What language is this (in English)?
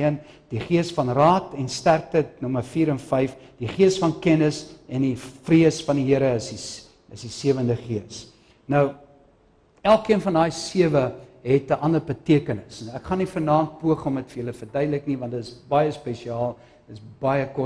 Afrikaans